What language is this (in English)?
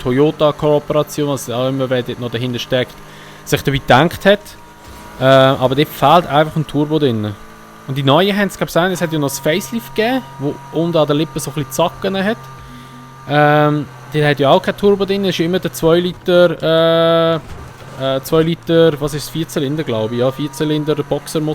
Swiss German